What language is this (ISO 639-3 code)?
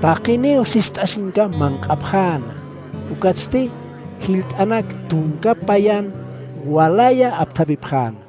aym